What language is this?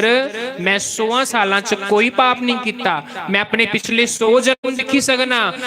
Dogri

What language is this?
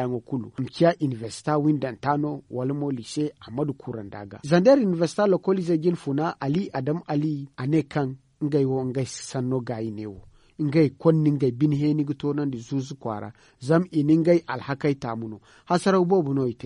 Zarma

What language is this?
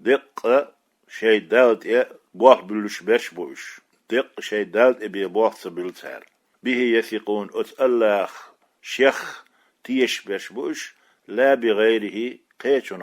Chechen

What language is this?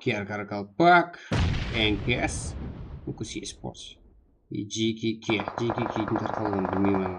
Kara-Kalpak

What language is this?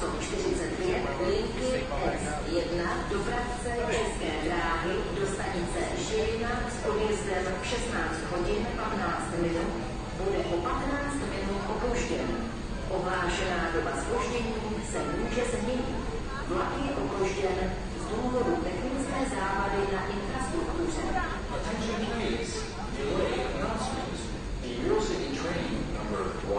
Czech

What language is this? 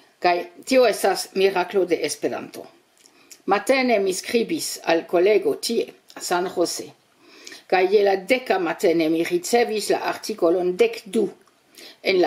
Esperanto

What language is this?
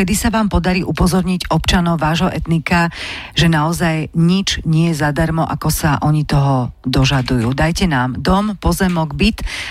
Slovak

